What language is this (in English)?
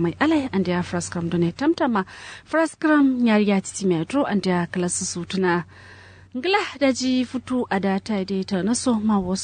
Kanuri